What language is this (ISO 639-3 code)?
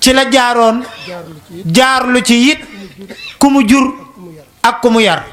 wol